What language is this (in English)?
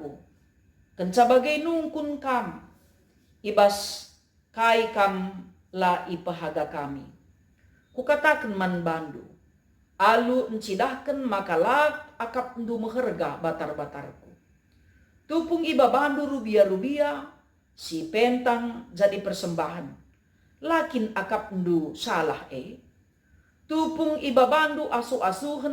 Batak Karo